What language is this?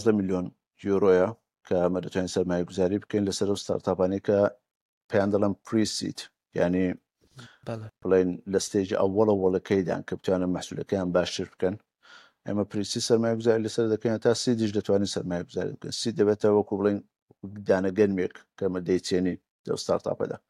Central Kurdish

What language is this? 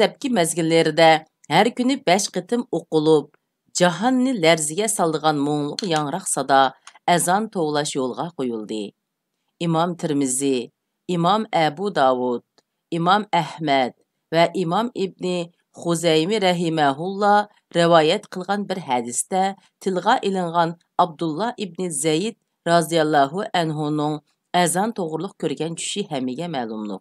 Uyghur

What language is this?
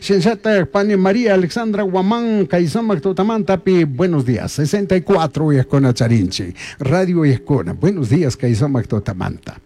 Chimborazo Highland Quichua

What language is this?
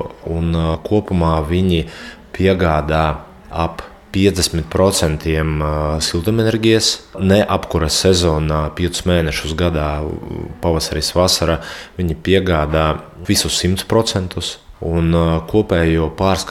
Latvian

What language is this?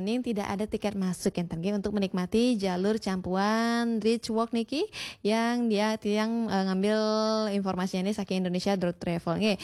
Balinese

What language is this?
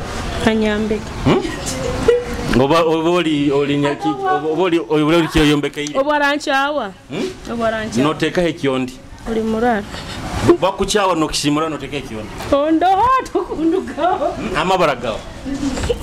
Nyoro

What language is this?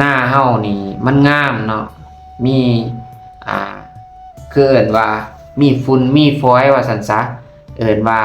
Lao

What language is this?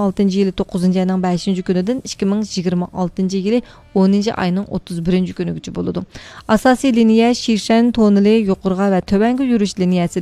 Uyghur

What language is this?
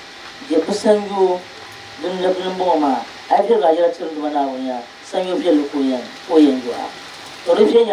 Dagbani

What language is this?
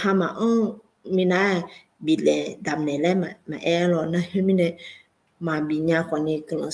Akha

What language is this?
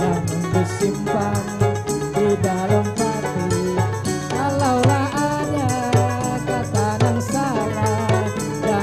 Banjar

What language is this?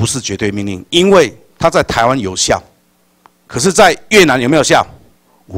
Chinese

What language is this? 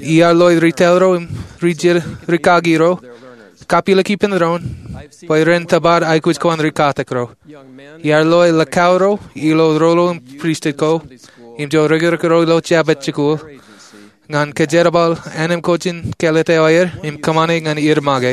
Marshallese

